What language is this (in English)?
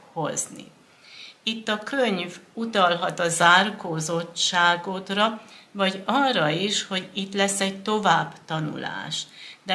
Hungarian